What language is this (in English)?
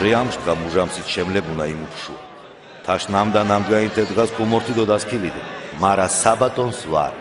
Mingrelian